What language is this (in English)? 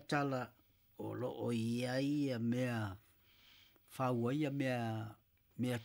Samoan